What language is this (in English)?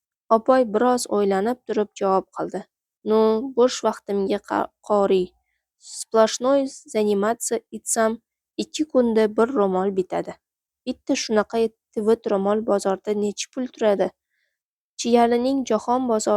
Uzbek